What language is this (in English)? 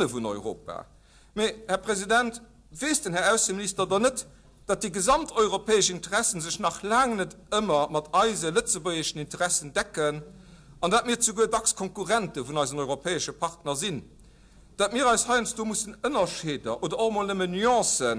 Luxembourgish